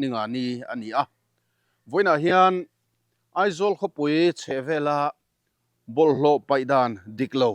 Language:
Mizo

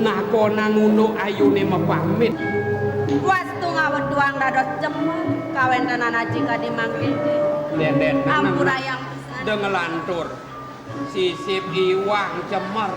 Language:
Balinese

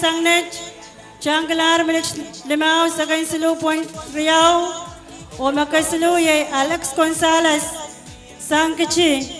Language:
Pohnpeian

